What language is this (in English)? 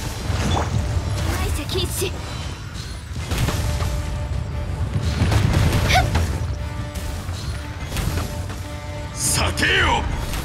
Japanese